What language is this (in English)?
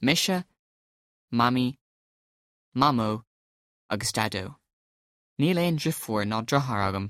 Irish